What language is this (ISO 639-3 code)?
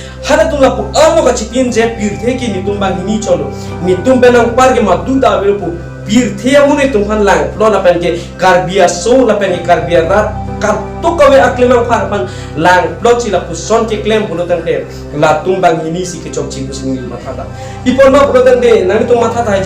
mjw